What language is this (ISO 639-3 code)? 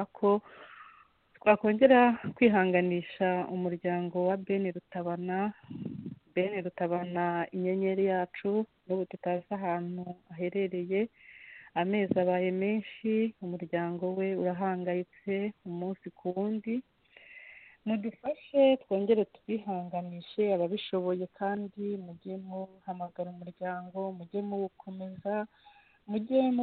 kin